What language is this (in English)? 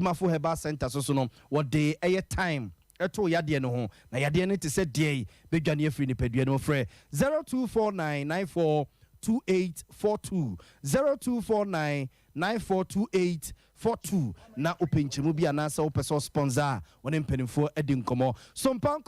Akan